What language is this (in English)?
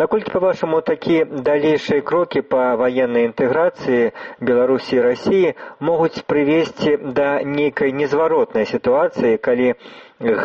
Belarusian